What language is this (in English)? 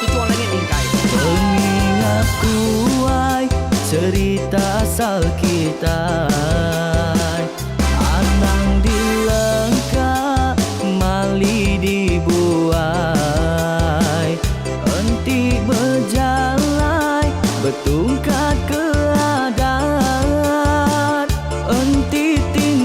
Iban